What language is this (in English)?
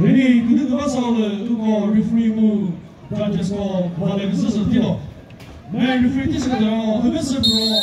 Chokri Naga